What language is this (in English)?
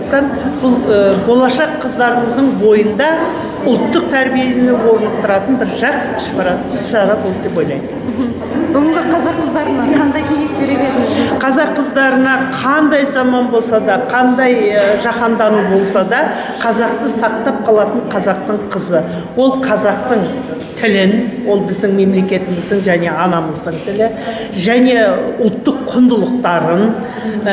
Kazakh